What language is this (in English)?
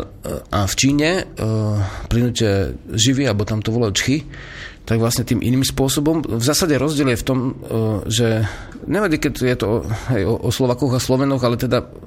Slovak